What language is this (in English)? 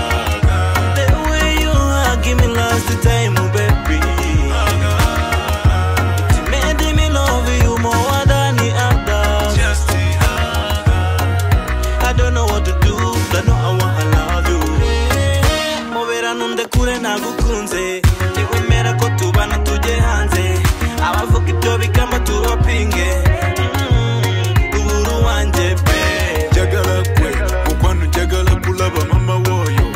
Kinyarwanda